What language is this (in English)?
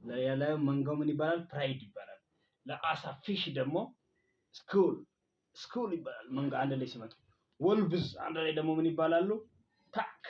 Amharic